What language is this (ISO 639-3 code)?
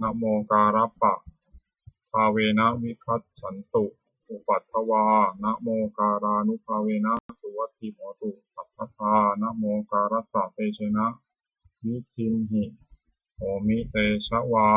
pli